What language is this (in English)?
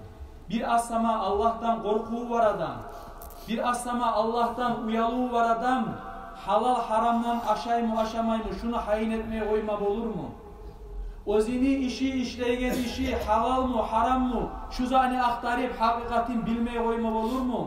Kumyk